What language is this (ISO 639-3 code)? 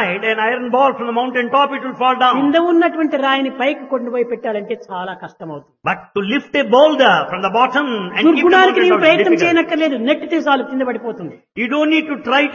tel